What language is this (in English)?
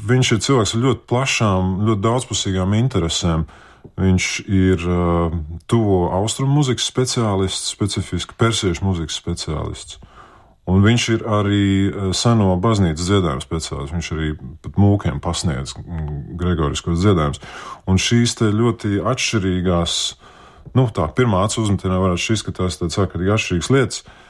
Latvian